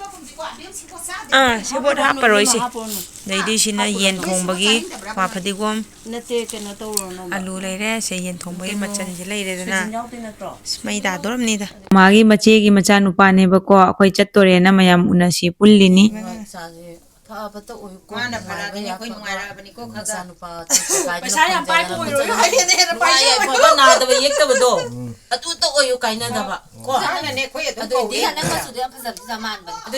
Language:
Manipuri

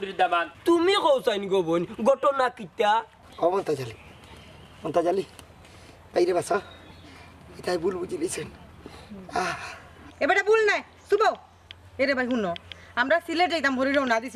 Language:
Sylheti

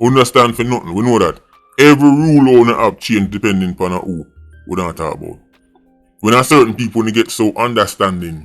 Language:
Jamaican Creole English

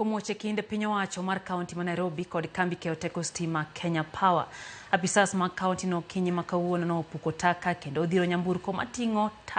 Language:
Luo (Kenya and Tanzania)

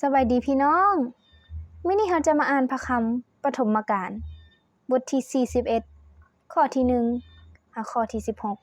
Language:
Lao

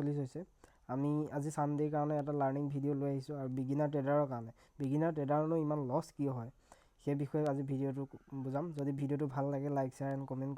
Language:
Assamese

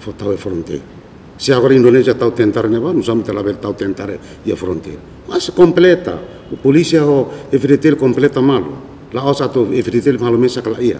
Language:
Tetum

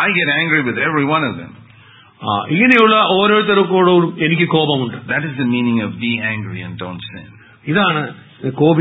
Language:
Malayalam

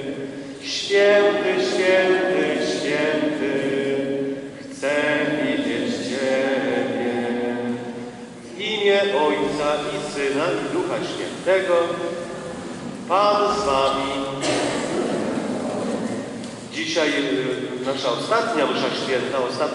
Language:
Polish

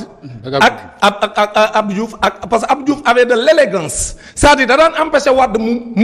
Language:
Wolof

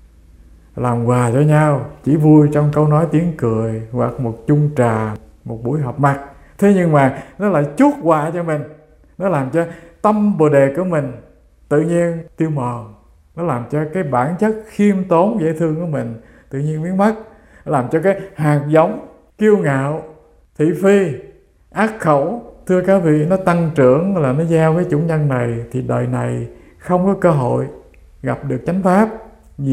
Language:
Vietnamese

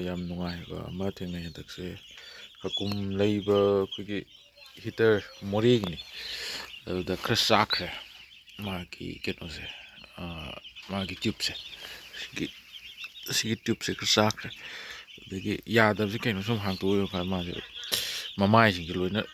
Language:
Manipuri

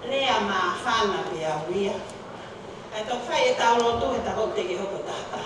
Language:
Tongan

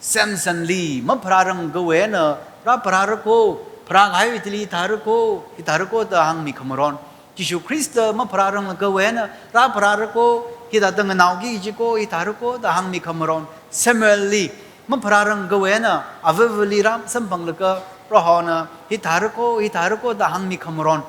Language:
Tangkhul Naga (India)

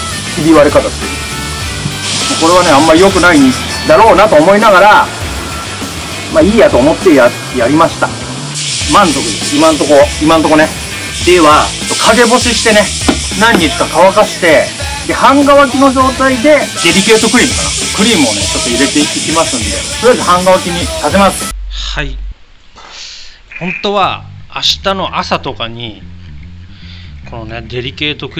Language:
Japanese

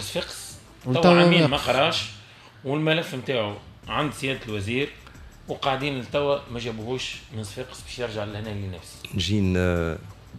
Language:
Tunisian Arabic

